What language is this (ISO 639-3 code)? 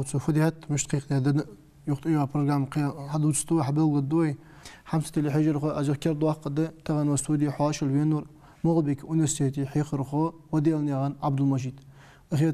inh